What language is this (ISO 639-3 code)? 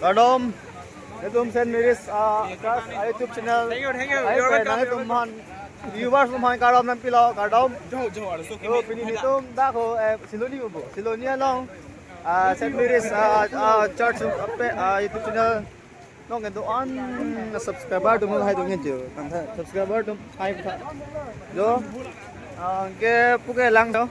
mjw